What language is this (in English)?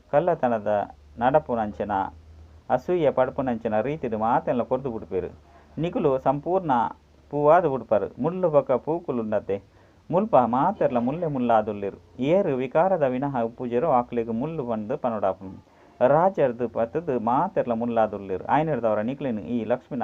Tulu